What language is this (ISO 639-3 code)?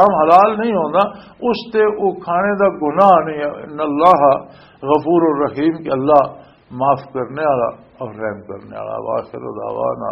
lah